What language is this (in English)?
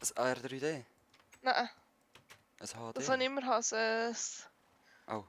Swiss German